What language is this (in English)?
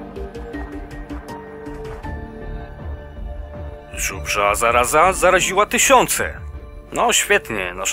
Polish